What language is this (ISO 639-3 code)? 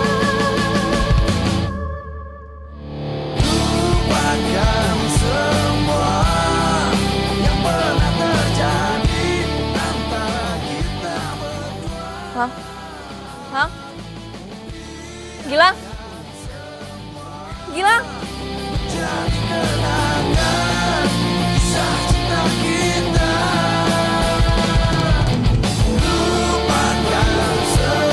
ind